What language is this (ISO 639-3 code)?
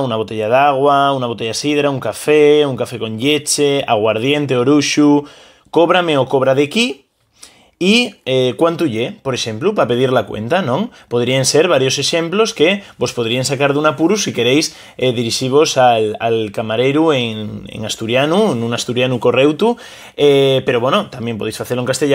ast